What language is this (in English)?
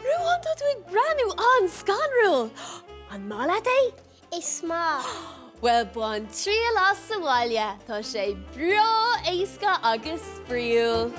Irish